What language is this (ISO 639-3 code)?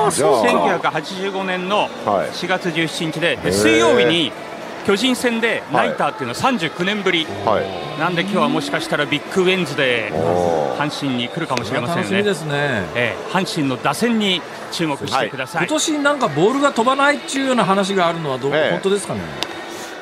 jpn